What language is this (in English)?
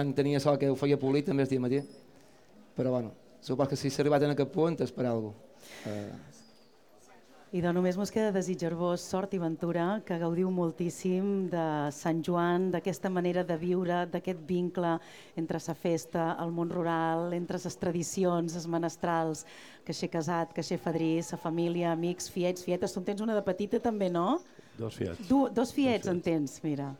Catalan